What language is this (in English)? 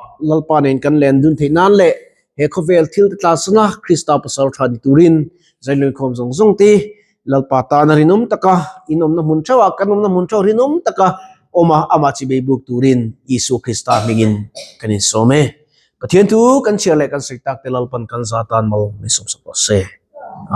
Mizo